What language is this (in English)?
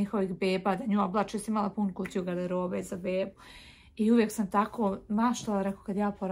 Croatian